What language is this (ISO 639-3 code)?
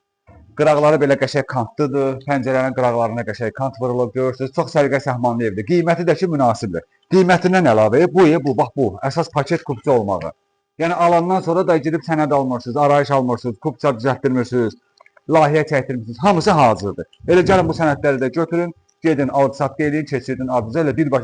aze